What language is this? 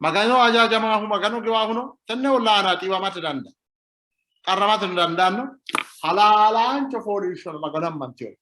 Sidamo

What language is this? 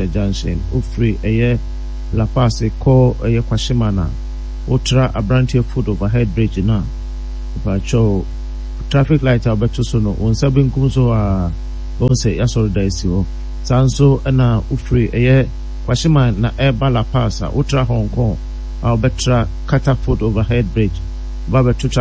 Akan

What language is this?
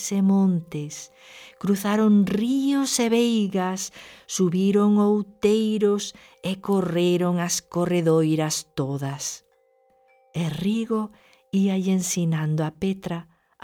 Galician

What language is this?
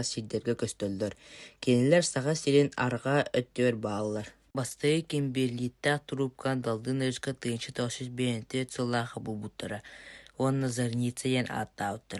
Yakut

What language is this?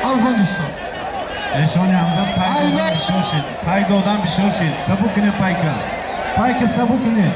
Tajik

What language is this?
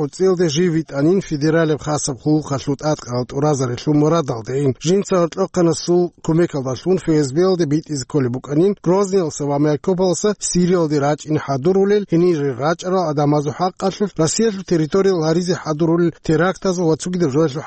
Avaric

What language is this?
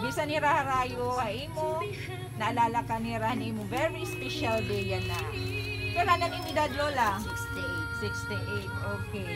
Waray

